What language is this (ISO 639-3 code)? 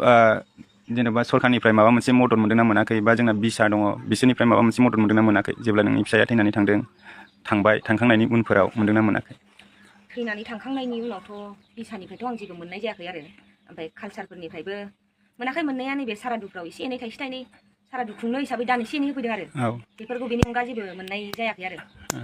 brx